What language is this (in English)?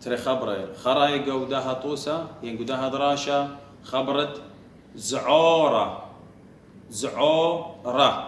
Assyrian Neo-Aramaic